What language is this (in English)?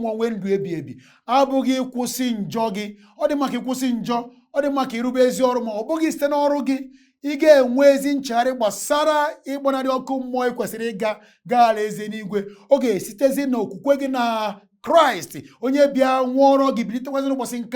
Igbo